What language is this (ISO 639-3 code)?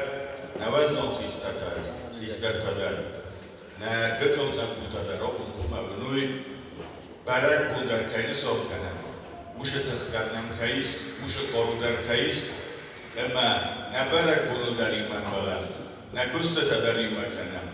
oss